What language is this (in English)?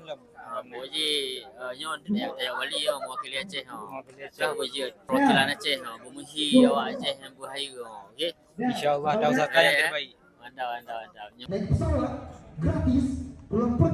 Achinese